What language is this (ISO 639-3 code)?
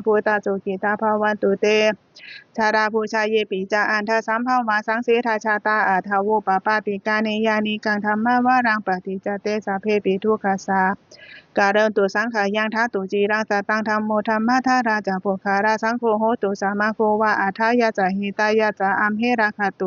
pli